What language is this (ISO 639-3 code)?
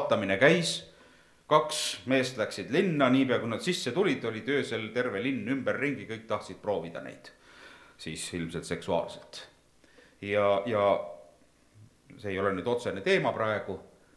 est